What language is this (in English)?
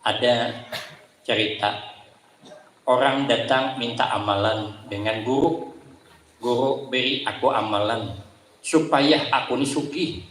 Banjar